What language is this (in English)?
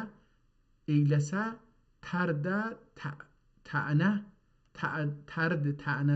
South Azerbaijani